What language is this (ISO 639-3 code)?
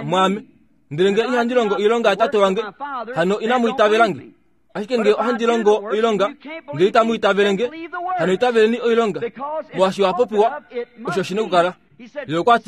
kua